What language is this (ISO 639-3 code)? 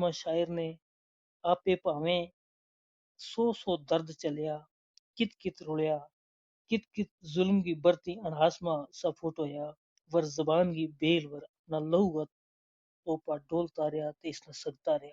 gju